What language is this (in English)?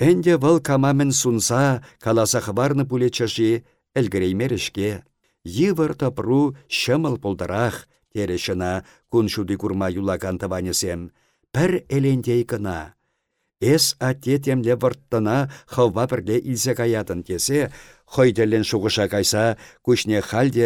Chuvash